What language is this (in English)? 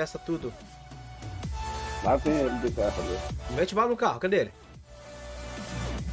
Portuguese